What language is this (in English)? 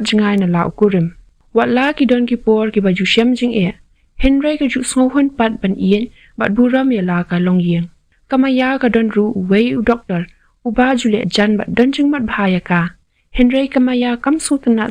Khasi